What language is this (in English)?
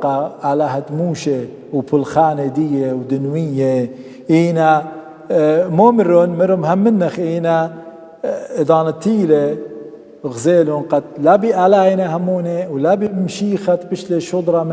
Assyrian Neo-Aramaic